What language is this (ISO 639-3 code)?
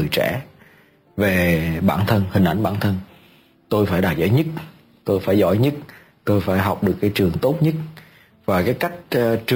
vie